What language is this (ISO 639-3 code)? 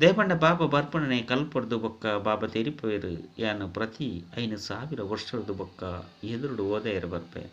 tcy